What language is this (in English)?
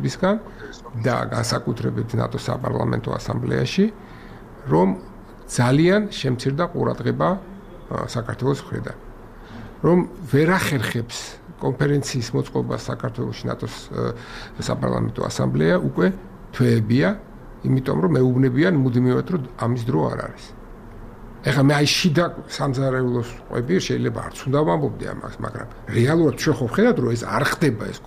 Georgian